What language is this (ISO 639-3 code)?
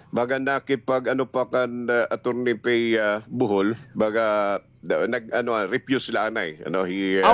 war